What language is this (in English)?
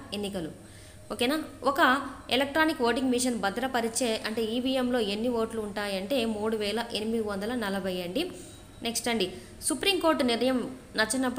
Telugu